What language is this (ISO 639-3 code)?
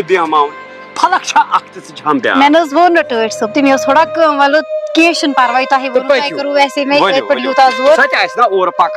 kas